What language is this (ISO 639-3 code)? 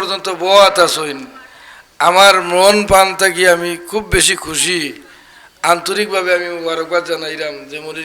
syl